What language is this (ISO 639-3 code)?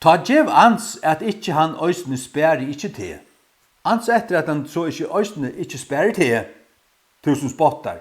fao